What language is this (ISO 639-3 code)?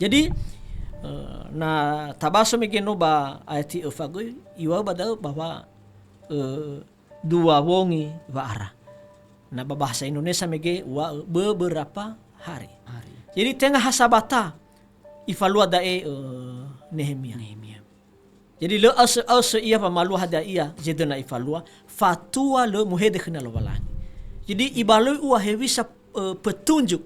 nia